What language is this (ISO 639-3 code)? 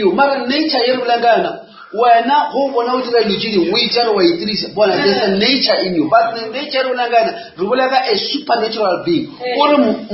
nso